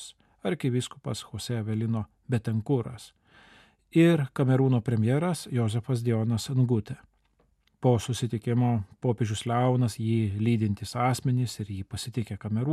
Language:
Lithuanian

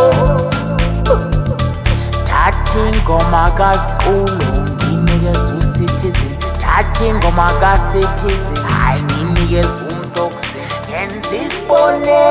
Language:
Zulu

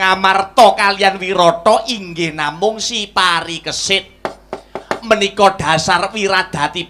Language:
Javanese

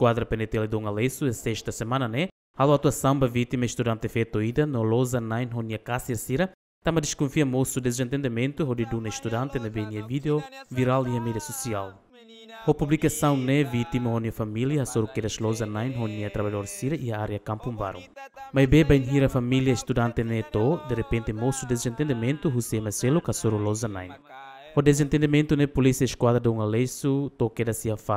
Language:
Tetum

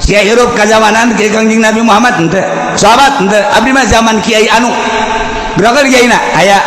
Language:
Sundanese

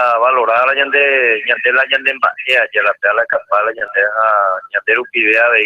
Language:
Guarani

